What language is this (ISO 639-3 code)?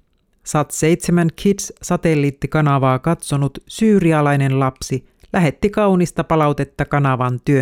fin